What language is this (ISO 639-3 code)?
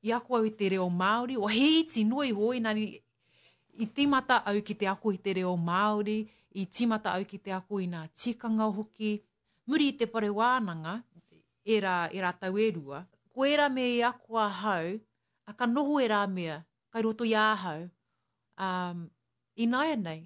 mri